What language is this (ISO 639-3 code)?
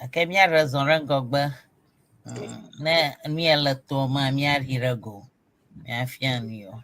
ewe